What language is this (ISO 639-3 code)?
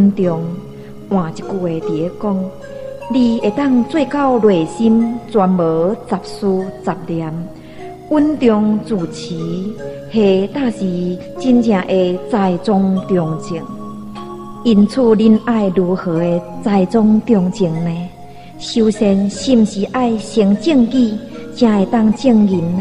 nan